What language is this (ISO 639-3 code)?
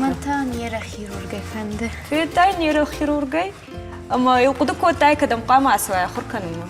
oss